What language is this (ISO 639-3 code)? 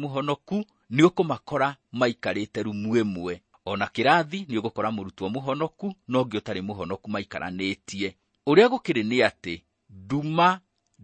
kik